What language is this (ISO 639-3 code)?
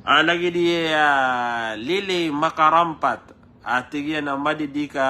mrw